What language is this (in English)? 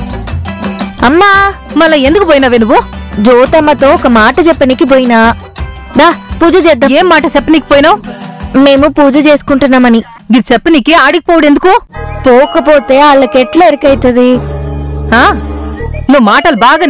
Telugu